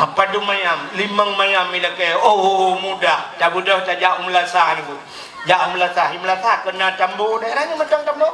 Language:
Achinese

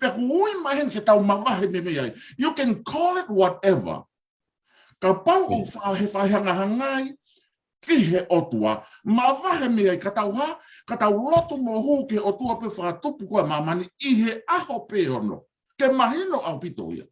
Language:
Tongan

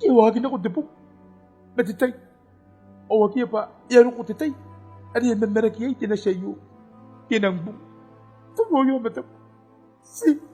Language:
Gilbertese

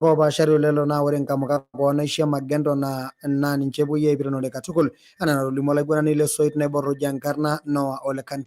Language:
Masai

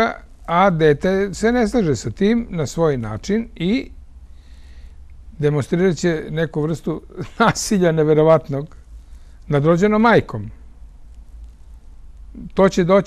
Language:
Serbian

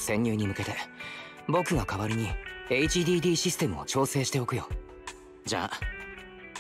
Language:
Japanese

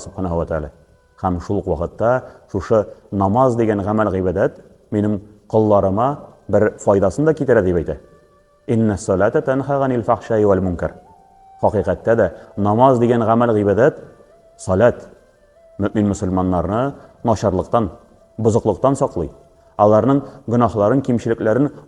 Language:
Tatar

